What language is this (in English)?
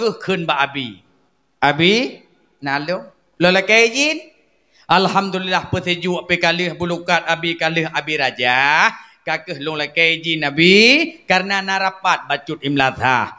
Achinese